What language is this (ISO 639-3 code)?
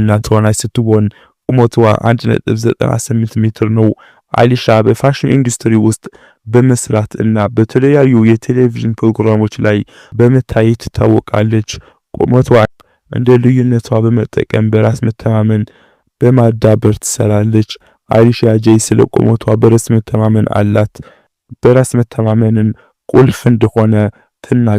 amh